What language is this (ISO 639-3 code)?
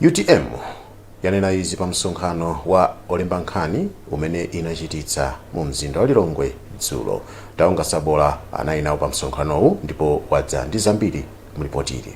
nya